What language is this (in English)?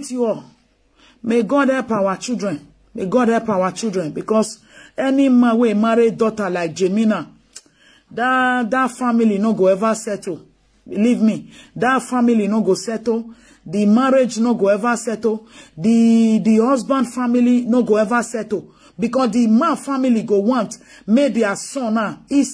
Nigerian Pidgin